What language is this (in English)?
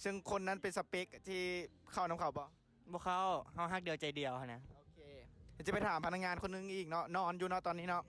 Lao